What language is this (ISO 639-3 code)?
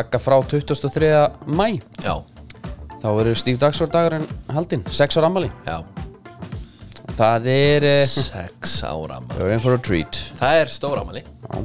isl